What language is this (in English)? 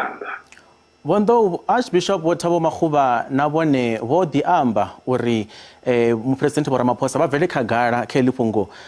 Venda